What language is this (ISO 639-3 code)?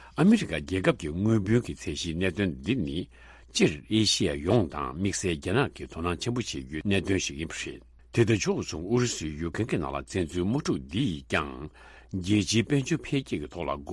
bod